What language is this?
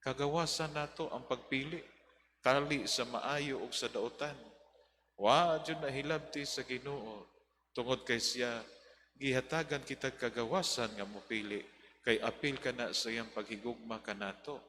Cebuano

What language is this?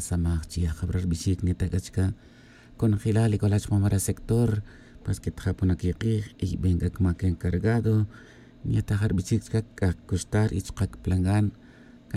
Tz'utujil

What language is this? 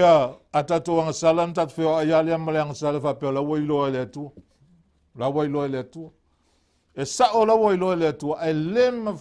Samoan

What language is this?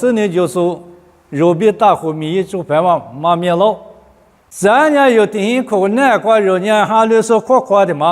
Lisu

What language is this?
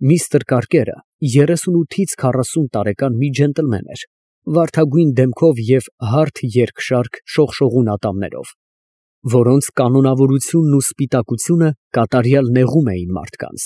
Armenian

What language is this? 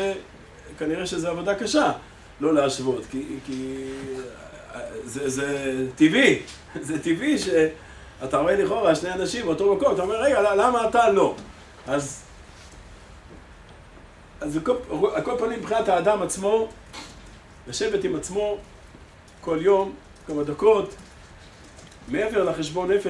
Hebrew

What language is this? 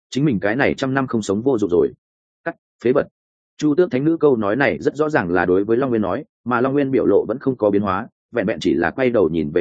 Vietnamese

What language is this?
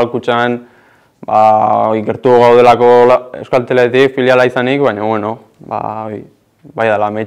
Basque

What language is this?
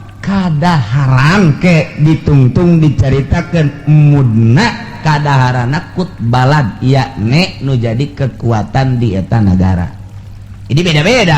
Sundanese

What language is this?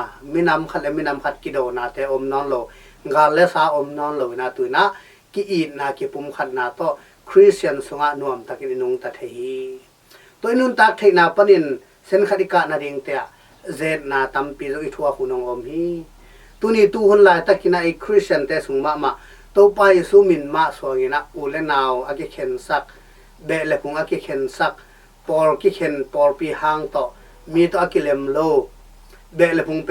Tedim Chin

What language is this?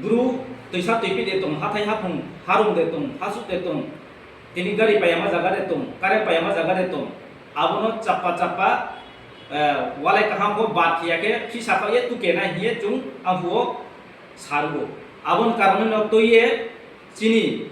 Riang (India)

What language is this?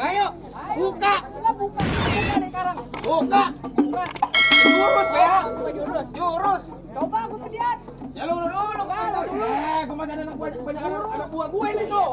Betawi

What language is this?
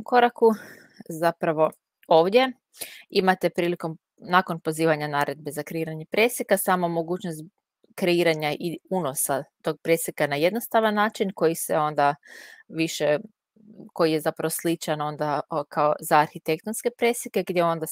Croatian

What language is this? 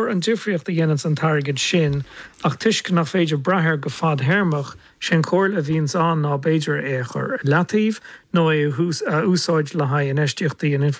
Irish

